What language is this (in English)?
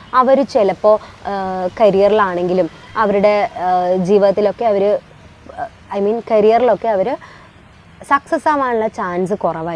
Malayalam